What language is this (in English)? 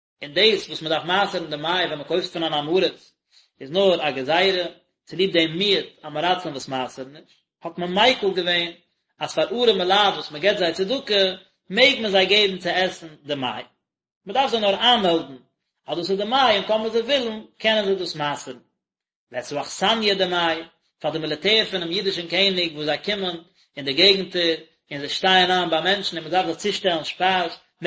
Yiddish